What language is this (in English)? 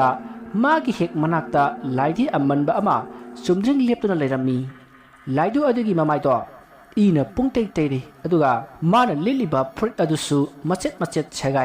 Manipuri